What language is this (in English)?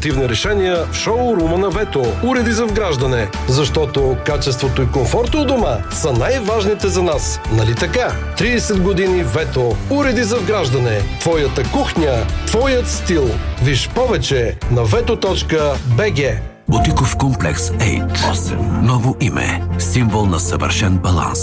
Bulgarian